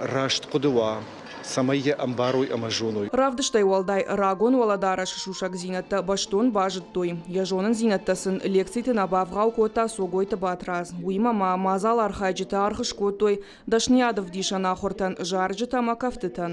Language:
Ossetic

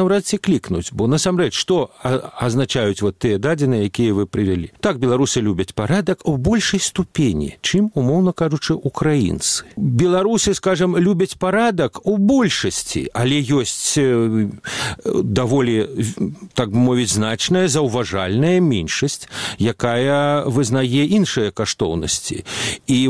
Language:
Belarusian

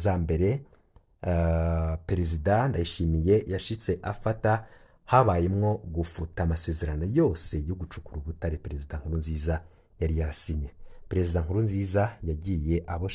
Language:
Rundi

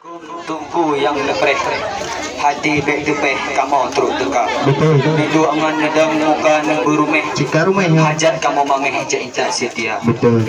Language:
Achinese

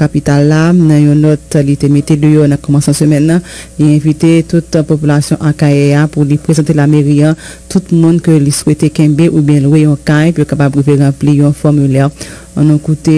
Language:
Haitian Creole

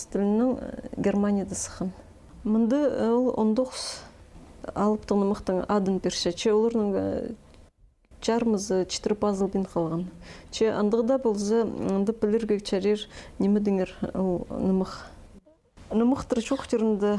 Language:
Khakas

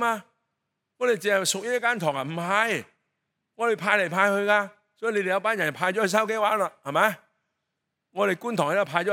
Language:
Cantonese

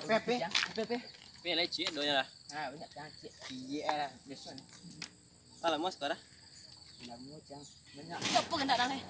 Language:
Minangkabau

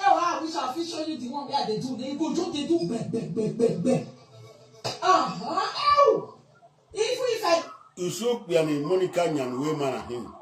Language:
Nigerian Pidgin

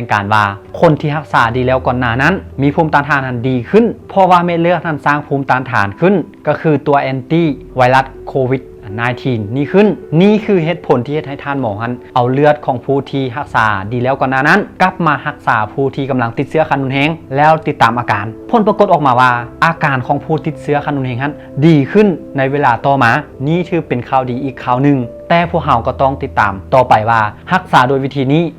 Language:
Lao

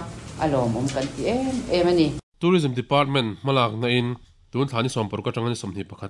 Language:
Mizo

